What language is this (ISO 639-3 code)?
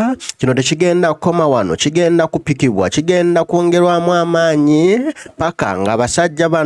lug